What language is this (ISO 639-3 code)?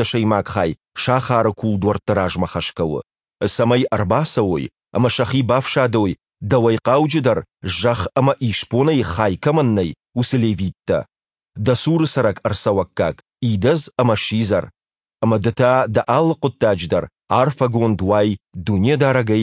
oss